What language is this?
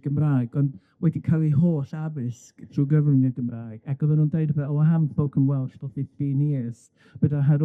Welsh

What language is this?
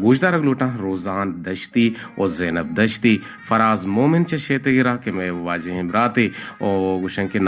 Eastern Balochi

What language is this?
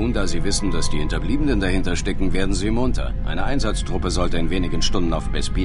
Bavarian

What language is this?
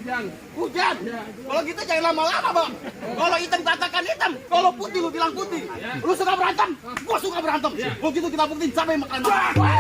Betawi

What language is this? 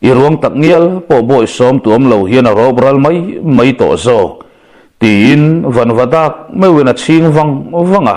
Mizo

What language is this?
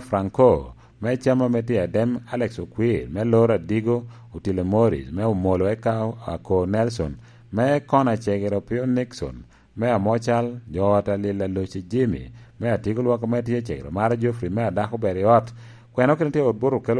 Lango (Uganda)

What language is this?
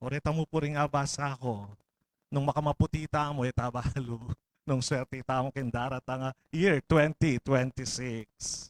Pampanga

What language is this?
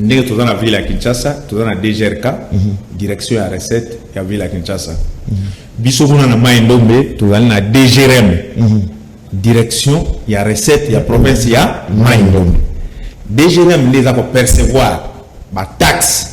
Lingala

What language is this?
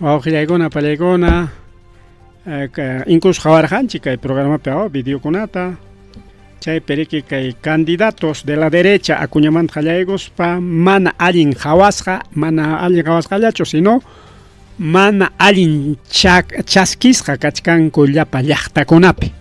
Ayacucho Quechua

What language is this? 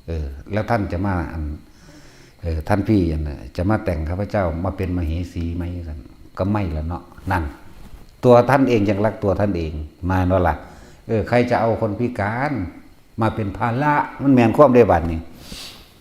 Northeastern Thai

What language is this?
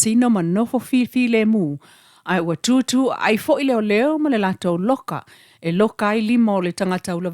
Samoan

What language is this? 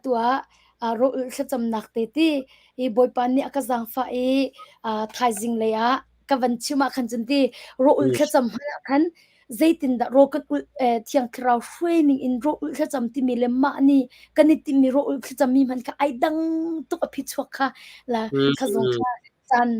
Hakha Chin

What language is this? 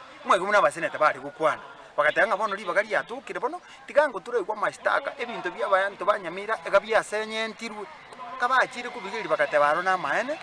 Gusii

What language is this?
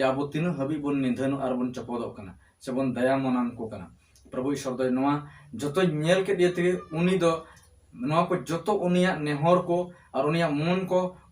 Santali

